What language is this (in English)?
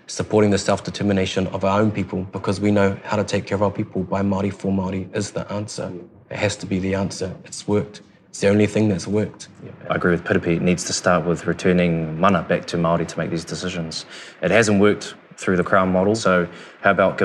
English